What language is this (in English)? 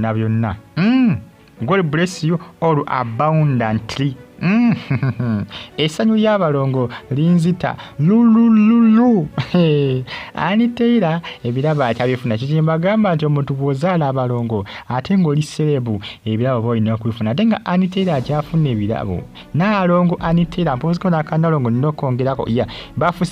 Ganda